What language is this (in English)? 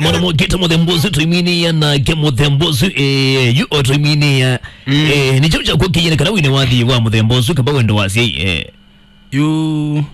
Kamba